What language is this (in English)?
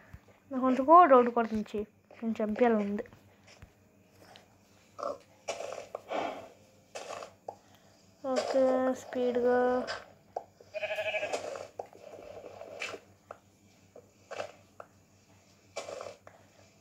Telugu